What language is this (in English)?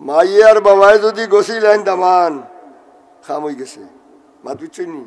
Sylheti